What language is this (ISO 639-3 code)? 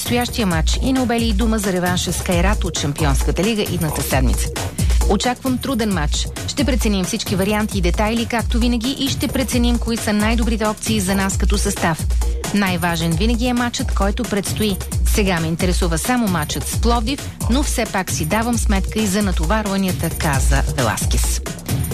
bul